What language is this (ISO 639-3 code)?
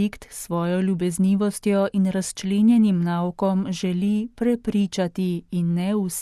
slv